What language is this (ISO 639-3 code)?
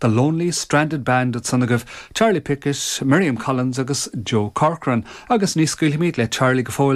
gle